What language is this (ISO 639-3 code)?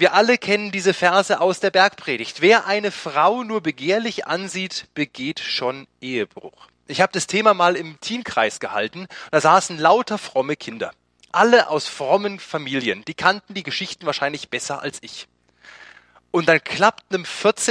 deu